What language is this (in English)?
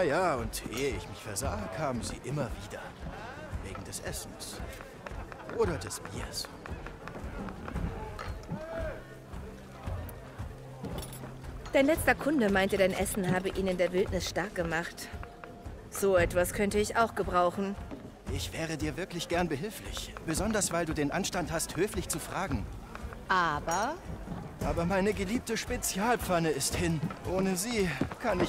German